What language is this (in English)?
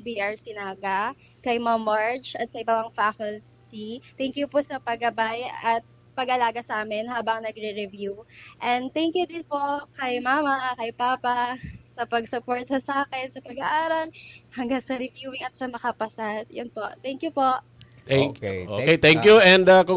Bikol